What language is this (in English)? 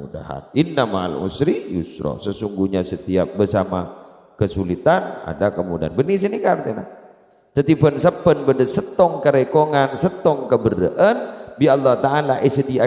Madurese